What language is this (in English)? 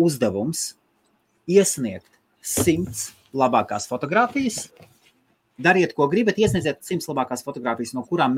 Latvian